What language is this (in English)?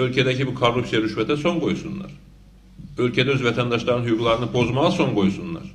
Azerbaijani